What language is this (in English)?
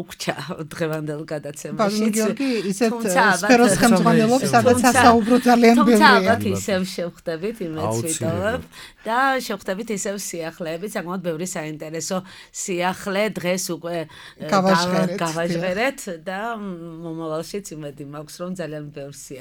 Georgian